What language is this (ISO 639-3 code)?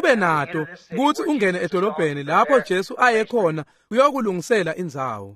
ssw